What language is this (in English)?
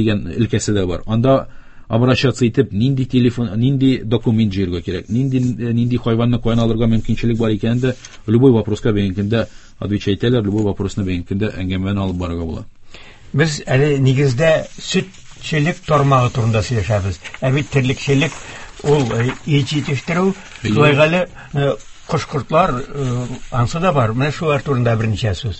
Tatar